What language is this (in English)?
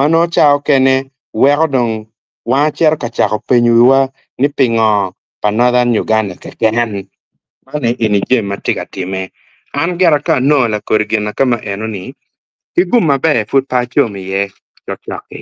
Acoli